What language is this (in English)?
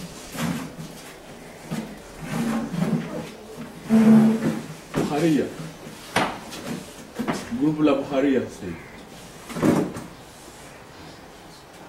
Swahili